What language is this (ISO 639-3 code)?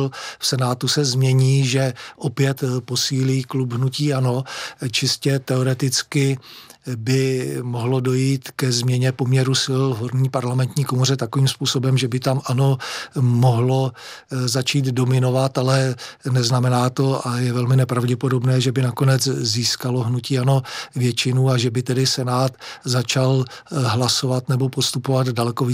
ces